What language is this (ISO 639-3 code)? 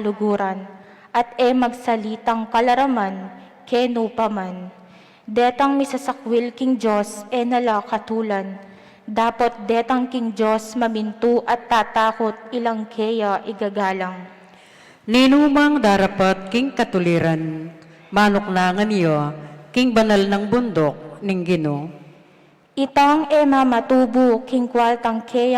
pam